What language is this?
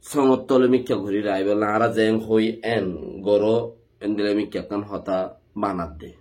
Rohingya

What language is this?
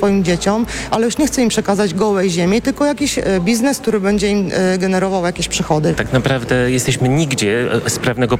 Polish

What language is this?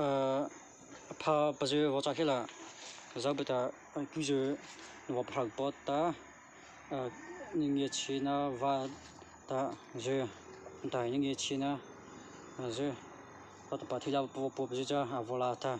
Mara Chin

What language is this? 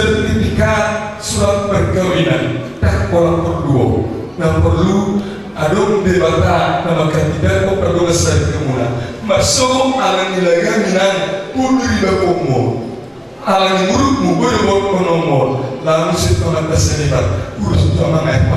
Batak Toba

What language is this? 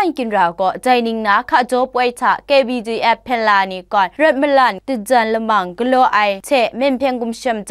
Kachin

